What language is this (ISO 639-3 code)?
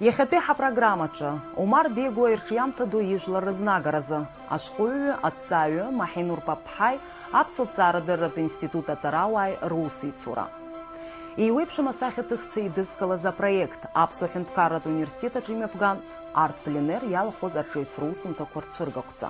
abk